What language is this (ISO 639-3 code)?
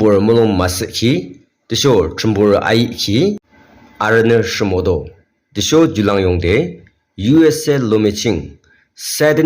yim